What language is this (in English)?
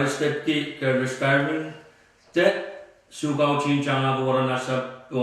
Pohnpeian